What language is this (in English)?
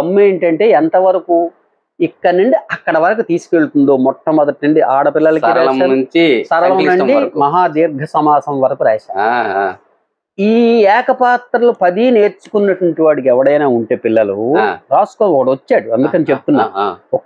Telugu